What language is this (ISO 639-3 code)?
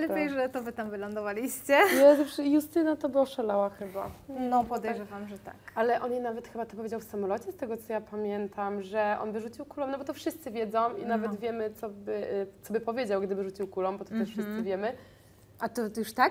pol